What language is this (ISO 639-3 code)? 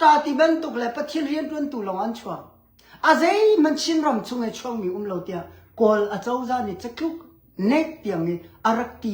cnh